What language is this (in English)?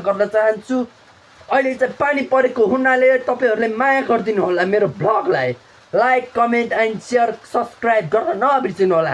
Nepali